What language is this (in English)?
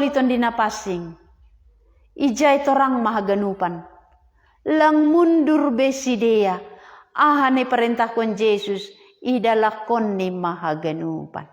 Batak Simalungun